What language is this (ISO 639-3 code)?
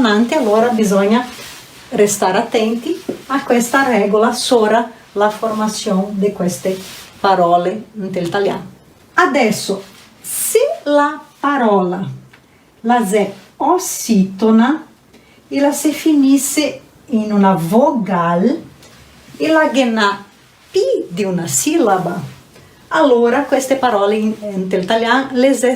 vec